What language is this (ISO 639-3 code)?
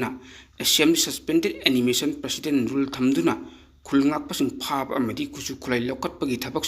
mni